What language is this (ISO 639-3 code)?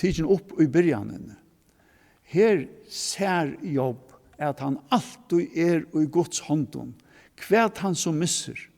fao